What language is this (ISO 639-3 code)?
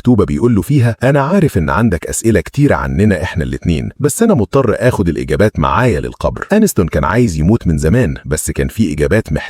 arz